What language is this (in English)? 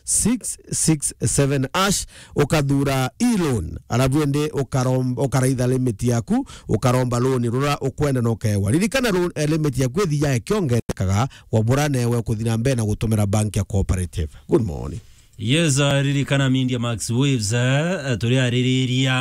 Meru